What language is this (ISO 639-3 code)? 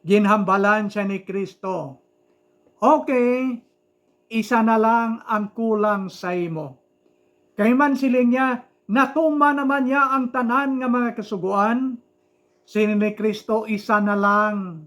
hil